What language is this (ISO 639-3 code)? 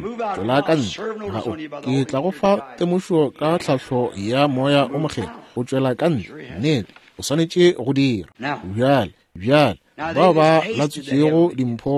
nso